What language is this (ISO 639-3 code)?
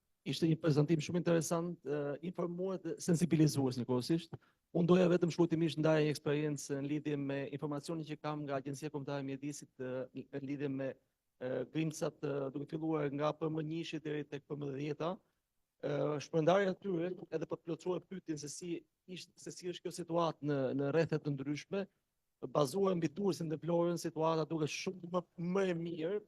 sqi